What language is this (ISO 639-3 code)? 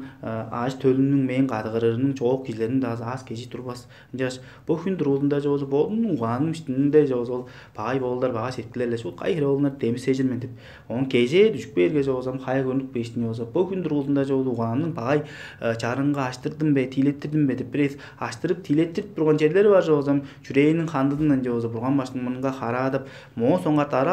tyv